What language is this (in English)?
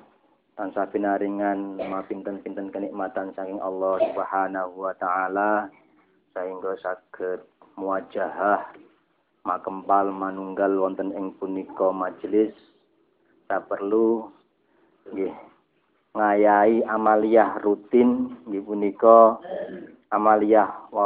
Javanese